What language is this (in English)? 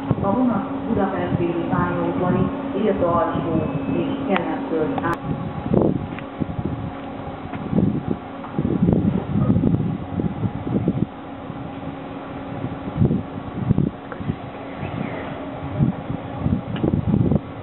Hungarian